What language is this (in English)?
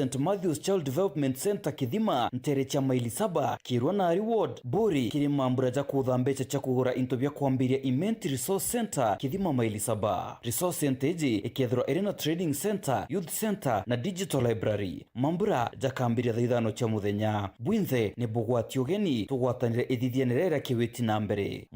Meru